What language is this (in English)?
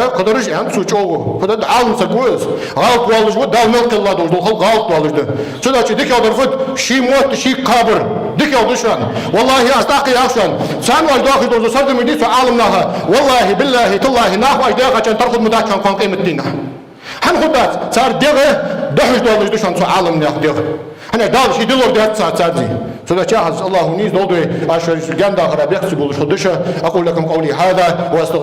Ingush